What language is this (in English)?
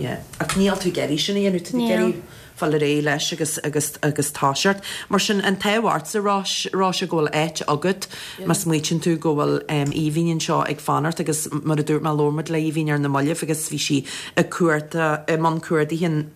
Irish